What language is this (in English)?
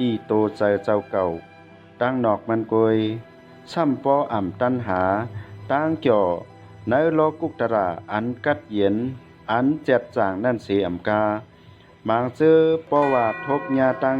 Shan